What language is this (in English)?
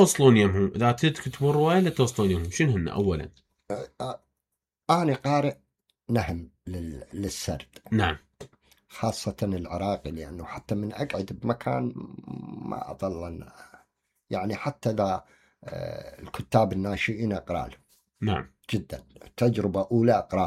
Mesopotamian Arabic